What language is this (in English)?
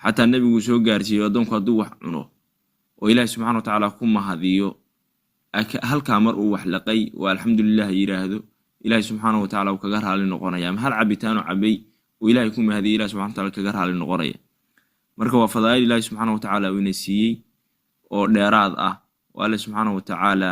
Somali